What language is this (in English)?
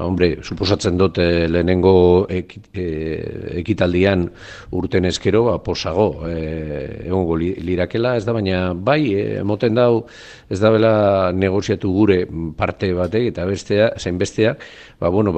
Basque